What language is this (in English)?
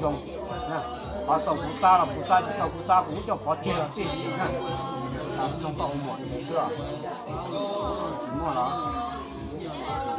Vietnamese